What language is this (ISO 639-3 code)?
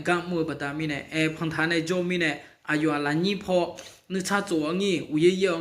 ahk